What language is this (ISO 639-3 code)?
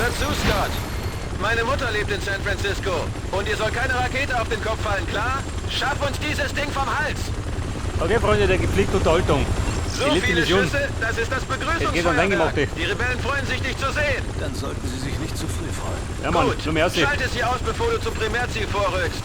bar